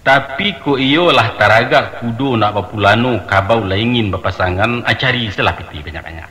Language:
Minangkabau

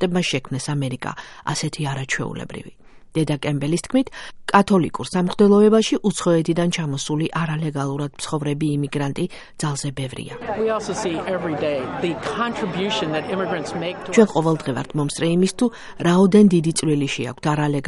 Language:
Georgian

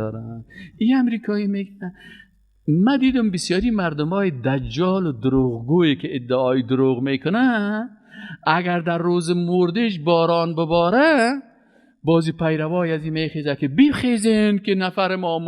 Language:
Persian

